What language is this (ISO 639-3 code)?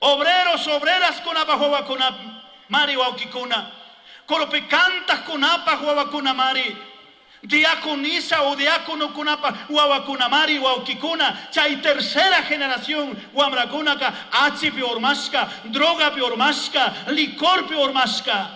qug